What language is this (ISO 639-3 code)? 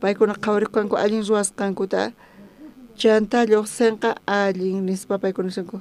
quh